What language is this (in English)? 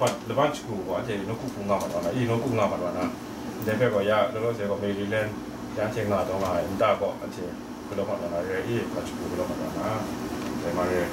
Kachin